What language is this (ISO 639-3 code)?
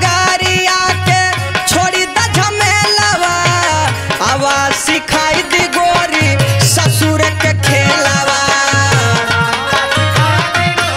bho